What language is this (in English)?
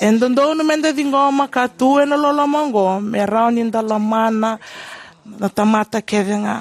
Fijian